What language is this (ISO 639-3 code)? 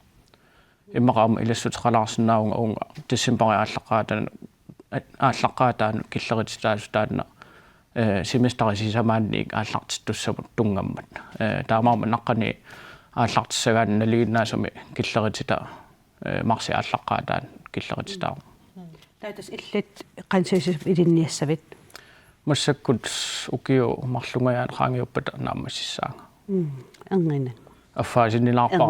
kal